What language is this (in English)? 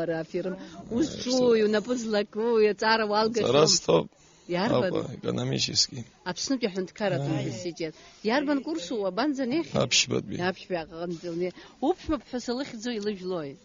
Abkhazian